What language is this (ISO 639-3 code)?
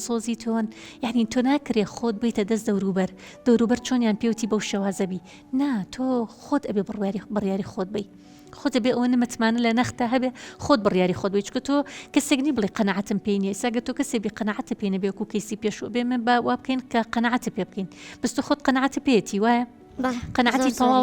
ckb